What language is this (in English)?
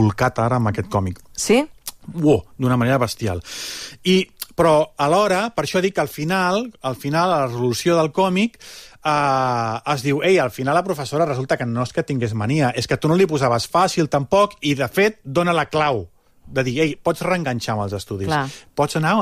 Catalan